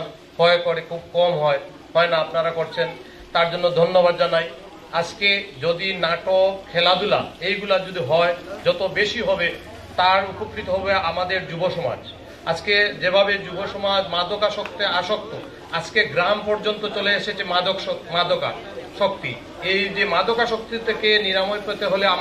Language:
Sylheti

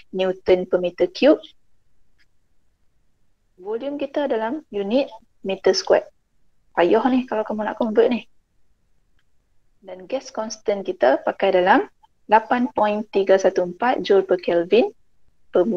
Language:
Malay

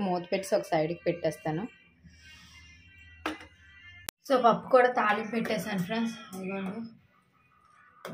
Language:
Telugu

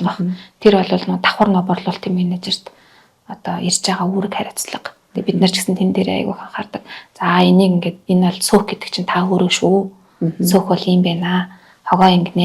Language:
Mongolian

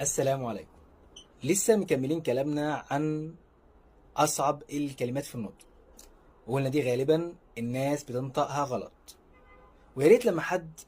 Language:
Egyptian Arabic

